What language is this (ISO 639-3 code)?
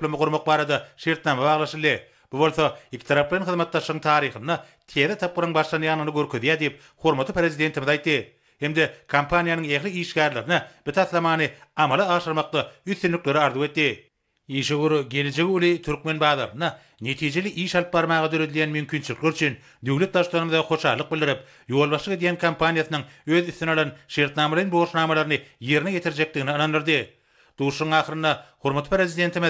tuk